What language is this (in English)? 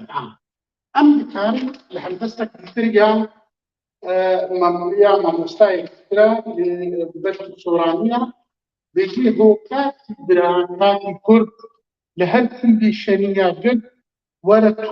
Kurdish